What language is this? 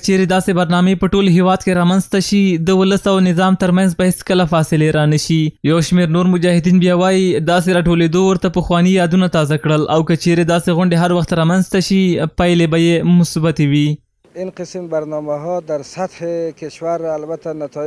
Pashto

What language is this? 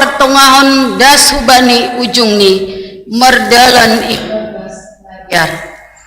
Batak Simalungun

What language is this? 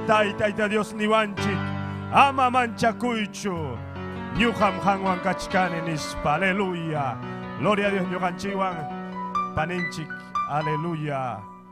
Ayacucho Quechua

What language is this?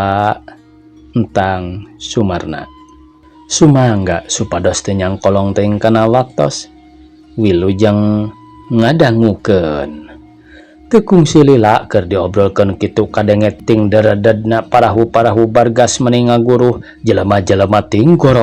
Sundanese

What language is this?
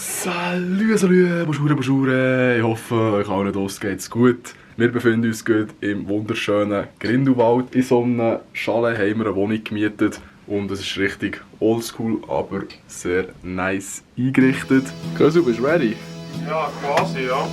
Swiss German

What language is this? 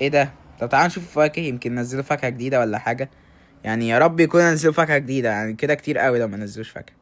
Egyptian Arabic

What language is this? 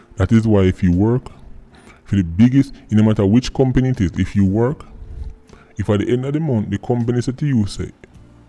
Jamaican Creole English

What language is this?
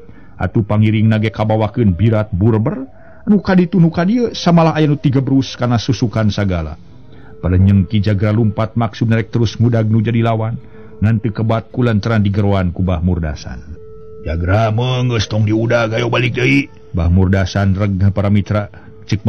Sundanese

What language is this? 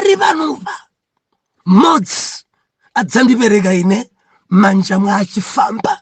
Nyanja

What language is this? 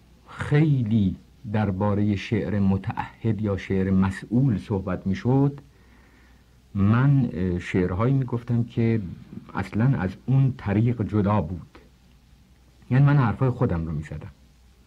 Persian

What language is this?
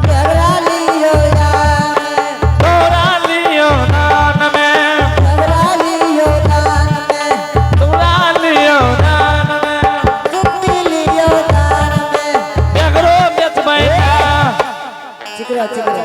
Angika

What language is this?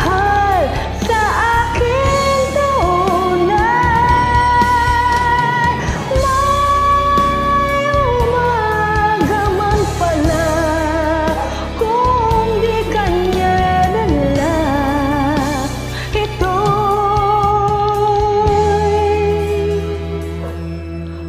Filipino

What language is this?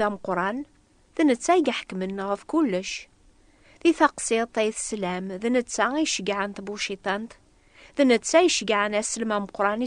Kabyle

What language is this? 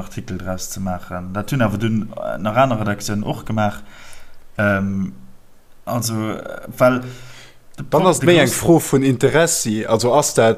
Luxembourgish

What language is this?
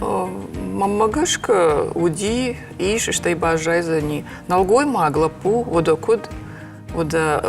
Ossetic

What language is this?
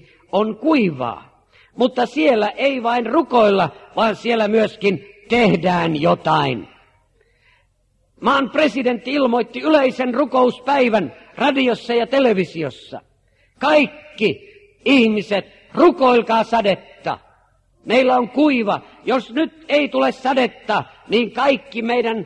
Finnish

